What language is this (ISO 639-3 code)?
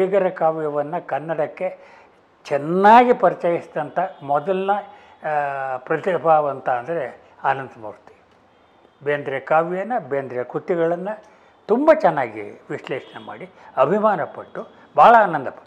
kan